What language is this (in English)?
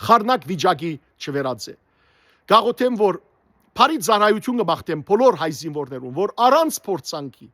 Western Armenian